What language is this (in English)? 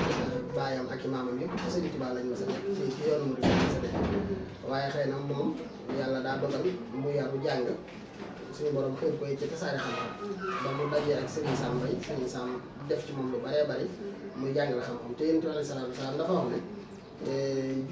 Wolof